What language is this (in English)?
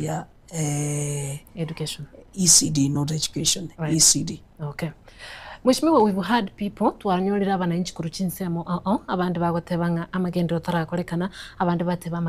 Gusii